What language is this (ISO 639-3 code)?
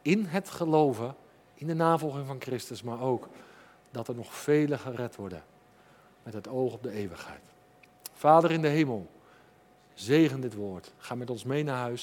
nld